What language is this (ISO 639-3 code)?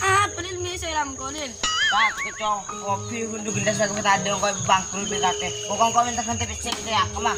mad